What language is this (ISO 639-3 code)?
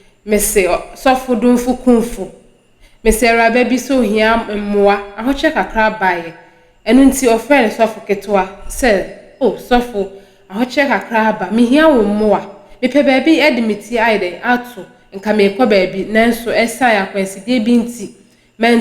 aka